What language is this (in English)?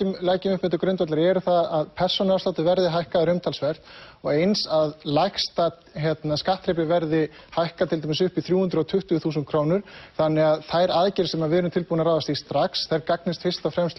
Icelandic